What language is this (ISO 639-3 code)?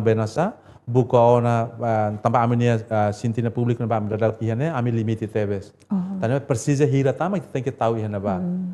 tet